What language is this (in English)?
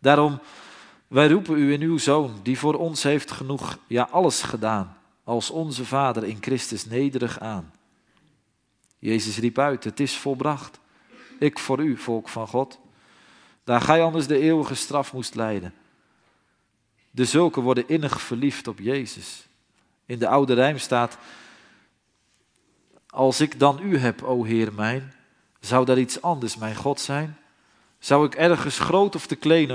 Dutch